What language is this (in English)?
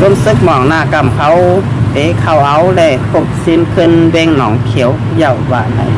Shan